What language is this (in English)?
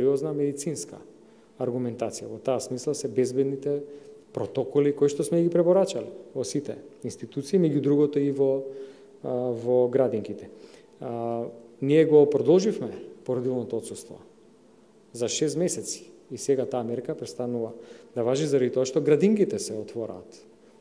Macedonian